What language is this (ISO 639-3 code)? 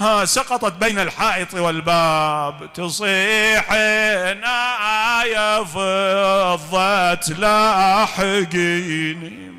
acm